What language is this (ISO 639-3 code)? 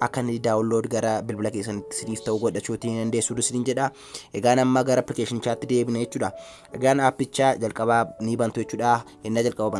orm